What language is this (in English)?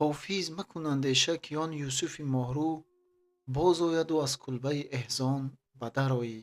Tajik